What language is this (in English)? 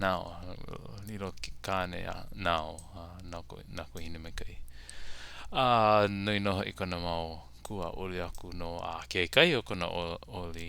Hawaiian